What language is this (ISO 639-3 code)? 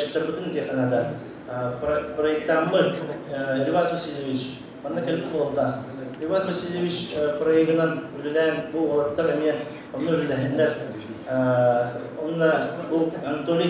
sah